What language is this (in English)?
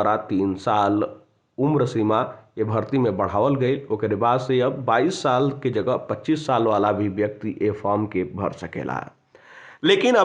Bhojpuri